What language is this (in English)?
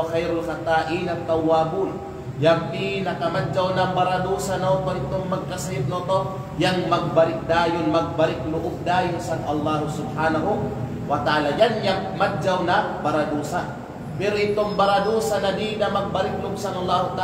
Kalagan